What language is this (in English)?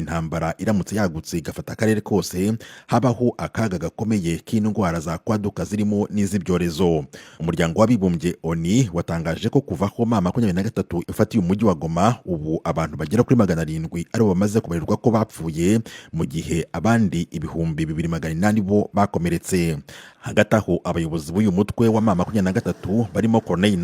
Kinyarwanda